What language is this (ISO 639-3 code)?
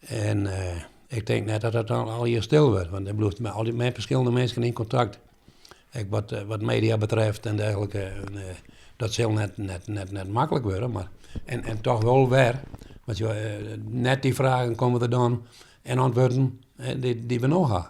fry